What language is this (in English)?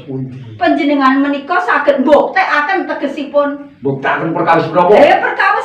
Javanese